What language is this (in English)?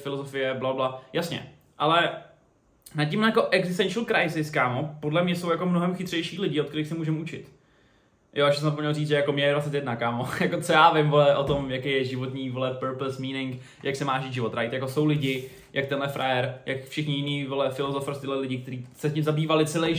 Czech